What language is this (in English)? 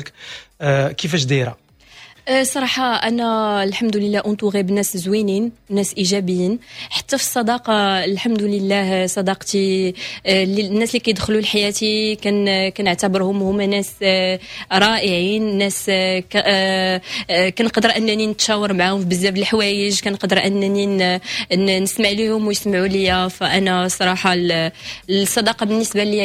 Moroccan Arabic